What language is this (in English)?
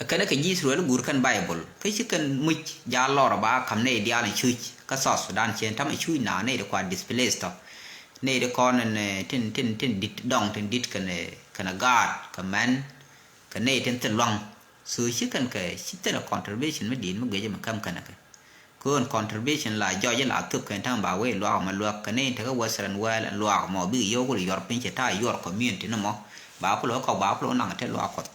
Nuer